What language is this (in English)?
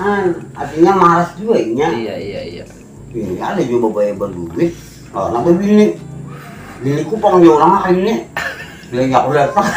Banjar